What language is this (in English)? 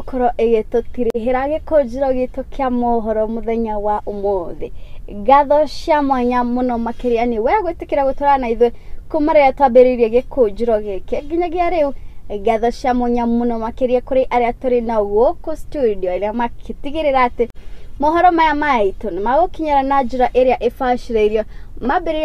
Kikuyu